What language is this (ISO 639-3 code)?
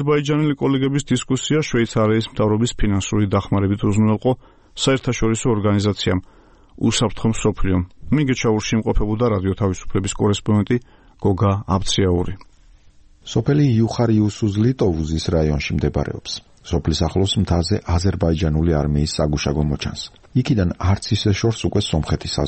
kat